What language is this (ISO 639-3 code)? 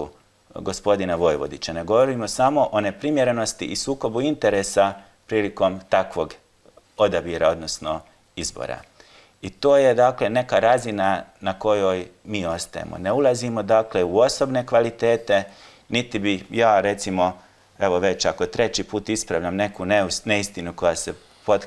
hrv